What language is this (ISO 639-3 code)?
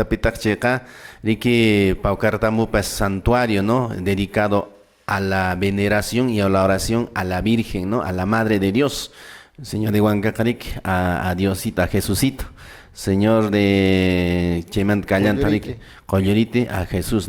que